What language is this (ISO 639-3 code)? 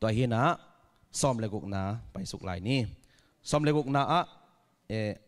ctd